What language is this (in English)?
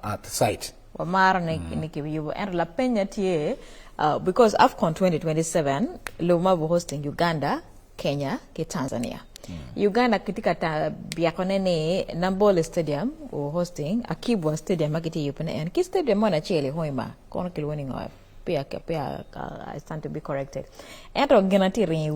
Acoli